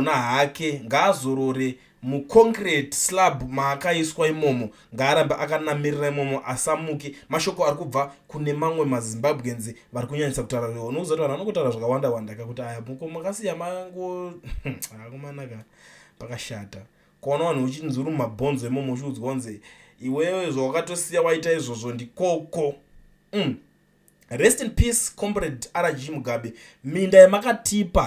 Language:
Shona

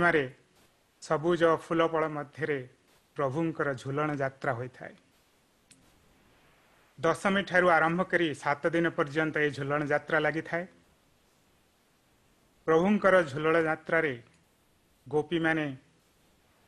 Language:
Odia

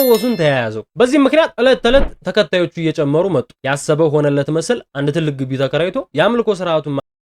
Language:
Amharic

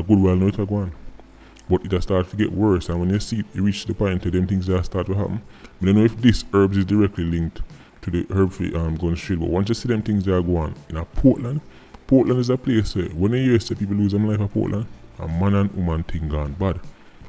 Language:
Jamaican Creole English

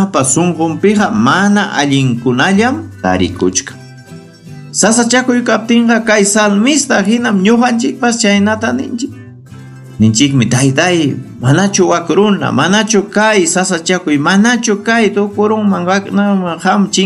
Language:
Ayacucho Quechua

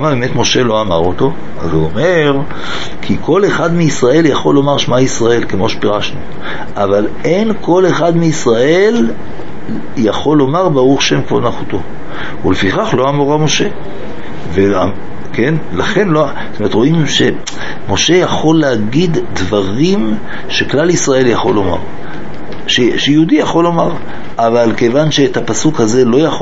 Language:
Hebrew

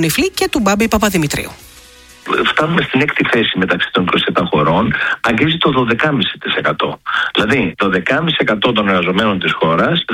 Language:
Greek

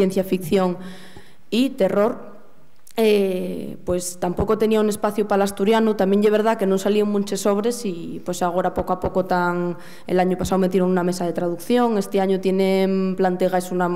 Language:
Asturian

